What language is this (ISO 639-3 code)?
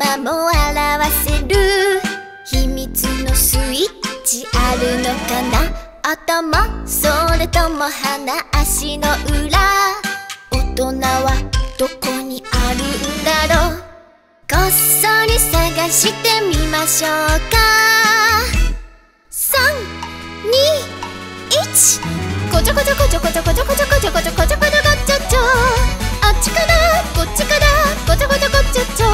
jpn